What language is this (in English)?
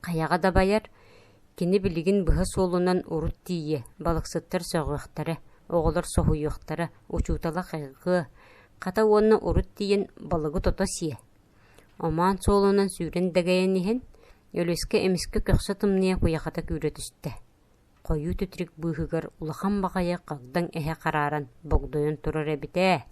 Yakut